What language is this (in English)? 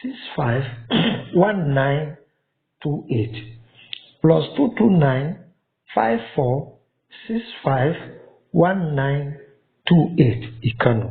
Yoruba